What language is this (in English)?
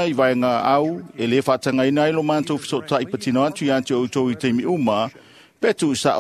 Samoan